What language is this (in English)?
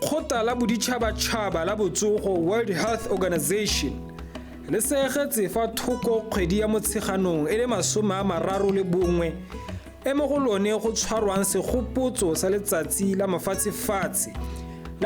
Tswana